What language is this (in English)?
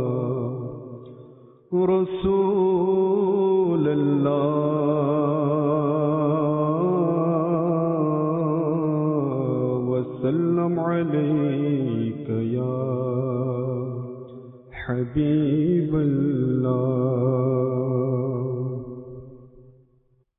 Bangla